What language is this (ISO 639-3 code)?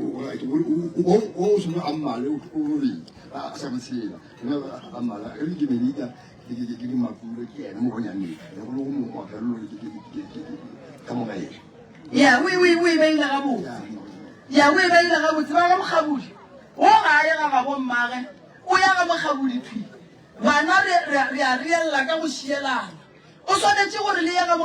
nso